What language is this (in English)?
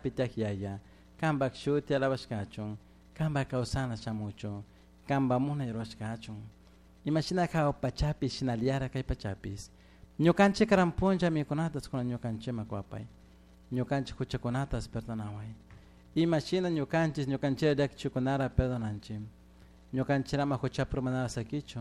Chimborazo Highland Quichua